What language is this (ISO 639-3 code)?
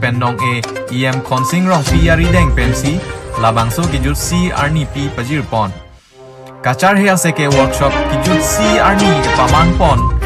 mjw